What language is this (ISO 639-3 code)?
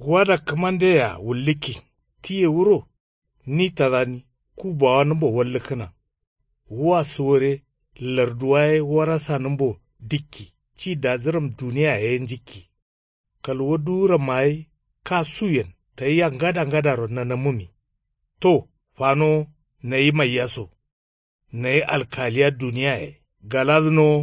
kau